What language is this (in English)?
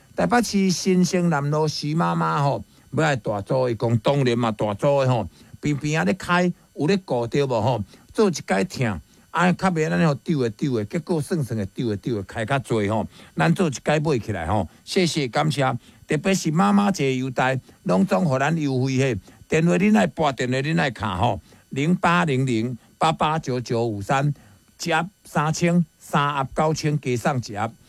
Min Nan Chinese